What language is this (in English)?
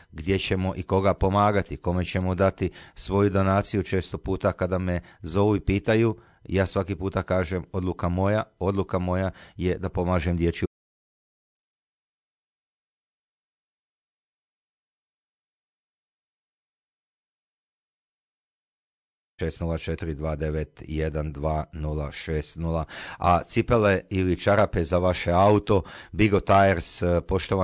Croatian